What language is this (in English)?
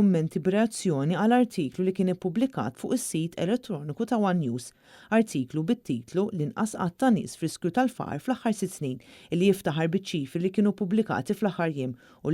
Maltese